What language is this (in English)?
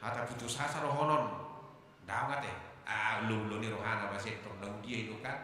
Batak Toba